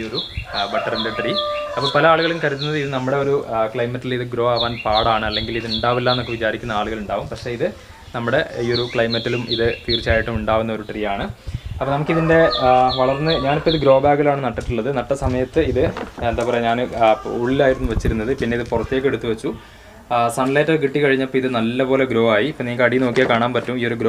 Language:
Malayalam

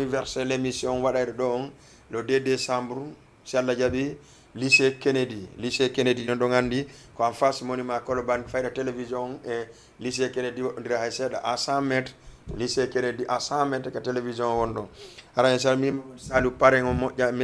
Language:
Fula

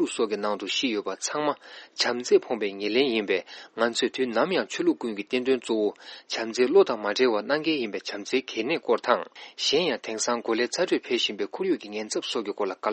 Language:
Tibetan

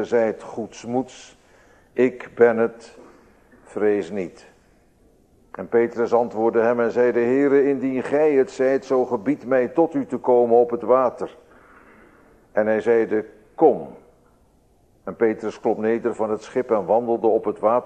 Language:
Dutch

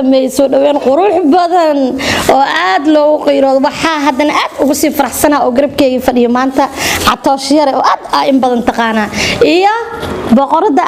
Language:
Somali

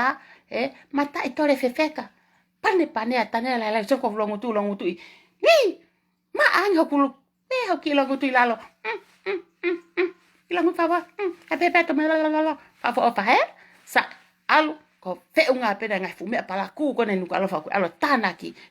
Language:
Tongan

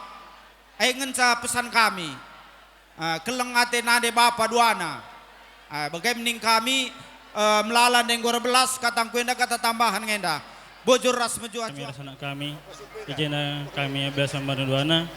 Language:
Batak Karo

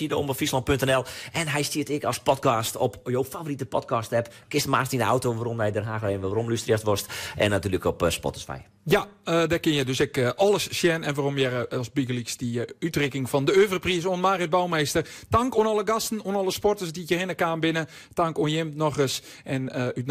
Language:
Western Frisian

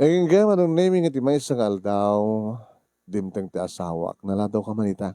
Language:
Iloko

